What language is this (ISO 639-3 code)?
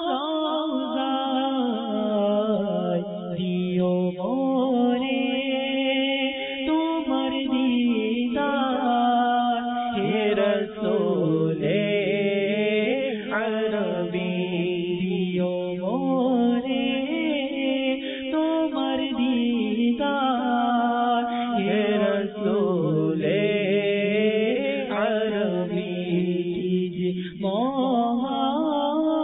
ben